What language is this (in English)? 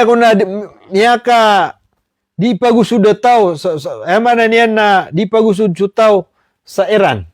Maranao